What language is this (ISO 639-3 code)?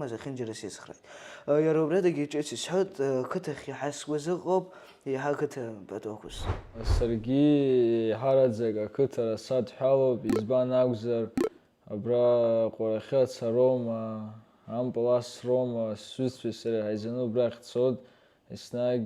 abk